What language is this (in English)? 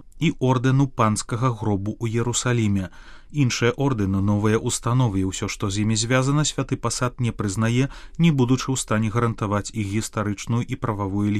Belarusian